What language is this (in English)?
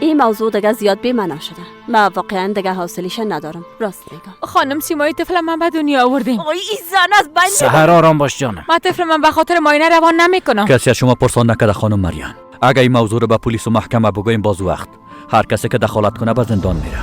Persian